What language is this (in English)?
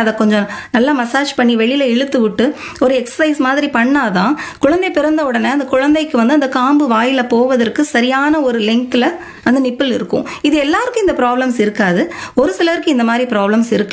Tamil